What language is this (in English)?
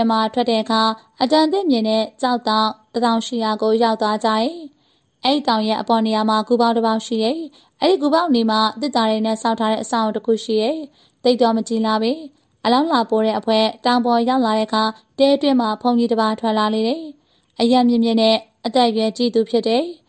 Burmese